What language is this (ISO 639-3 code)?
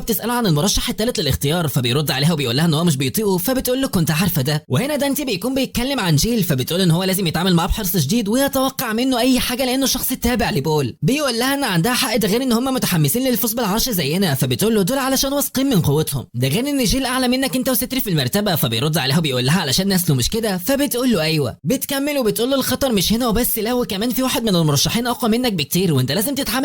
arz